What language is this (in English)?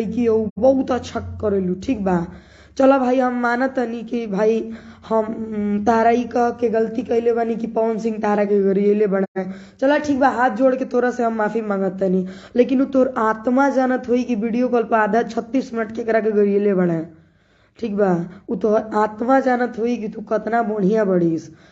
Bhojpuri